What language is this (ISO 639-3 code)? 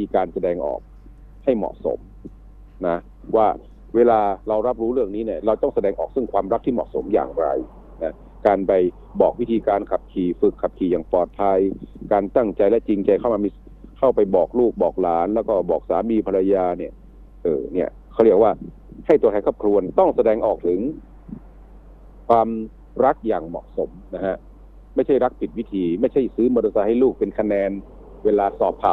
tha